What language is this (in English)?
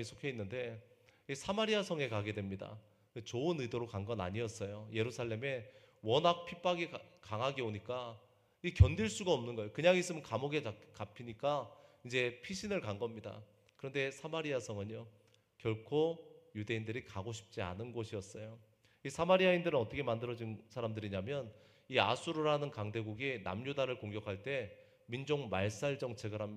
Korean